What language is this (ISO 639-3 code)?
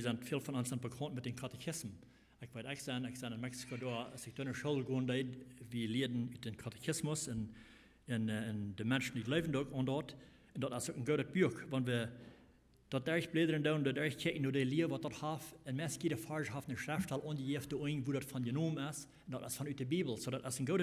pdt